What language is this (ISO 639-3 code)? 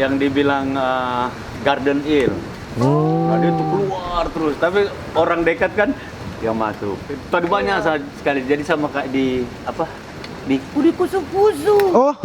xmm